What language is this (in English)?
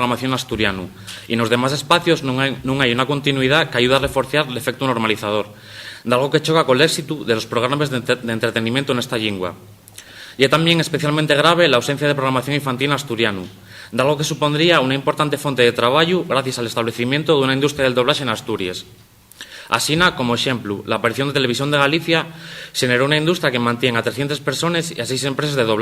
Asturian